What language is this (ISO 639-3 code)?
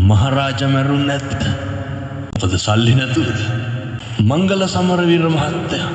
sin